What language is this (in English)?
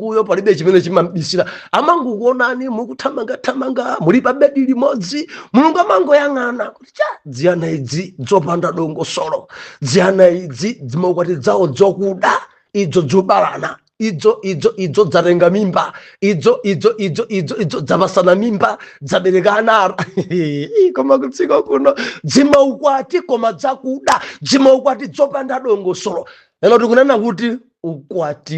Nyanja